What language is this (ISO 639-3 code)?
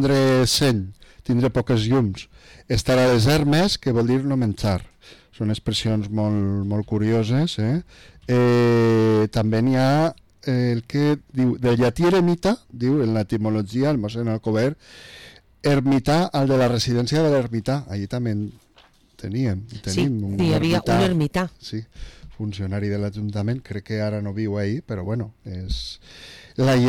cat